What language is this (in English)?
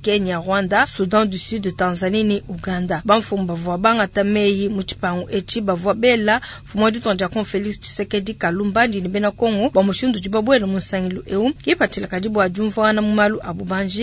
Luba-Lulua